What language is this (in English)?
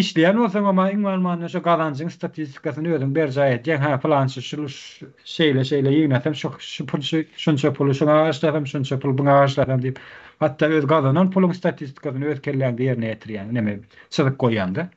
Turkmen